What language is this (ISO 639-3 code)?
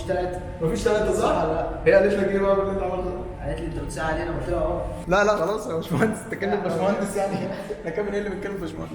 arz